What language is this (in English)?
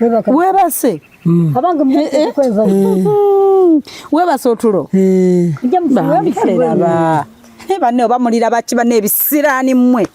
Ganda